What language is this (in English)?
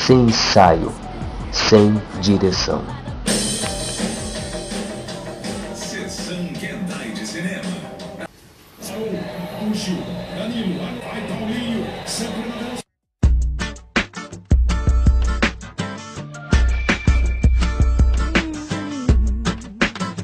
Portuguese